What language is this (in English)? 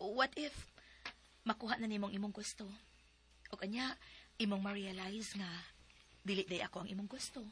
Cebuano